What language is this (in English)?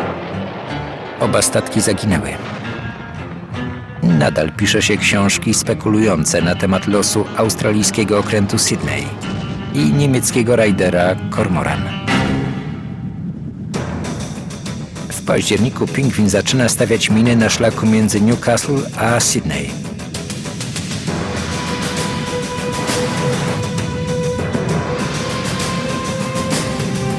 Polish